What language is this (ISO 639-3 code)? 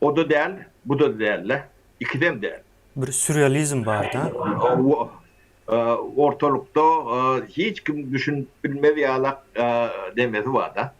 tuk